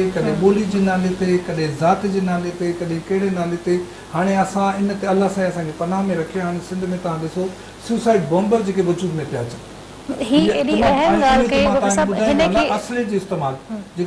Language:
Sindhi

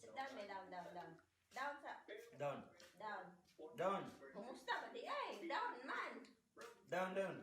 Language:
Cebuano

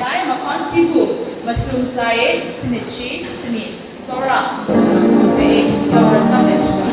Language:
Kachin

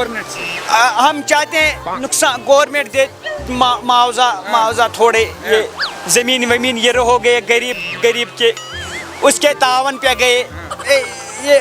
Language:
Kashmiri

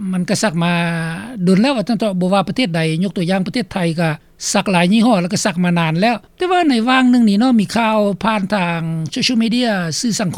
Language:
Lao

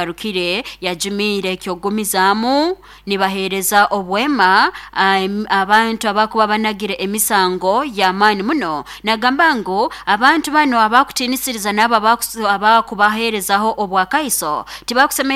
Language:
Nyankole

